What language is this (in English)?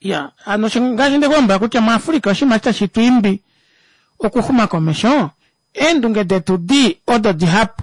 Kuanyama